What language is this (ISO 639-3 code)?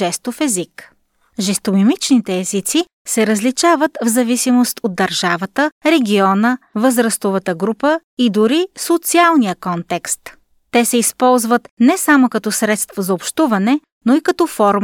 bul